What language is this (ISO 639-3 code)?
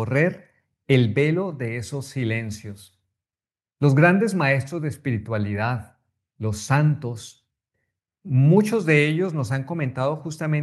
spa